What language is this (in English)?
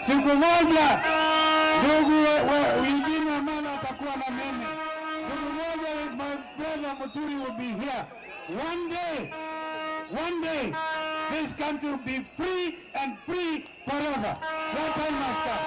Kamba